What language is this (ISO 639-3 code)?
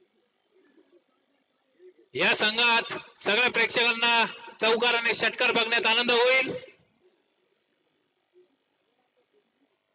mar